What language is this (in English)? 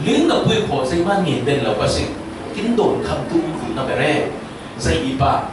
Falam Chin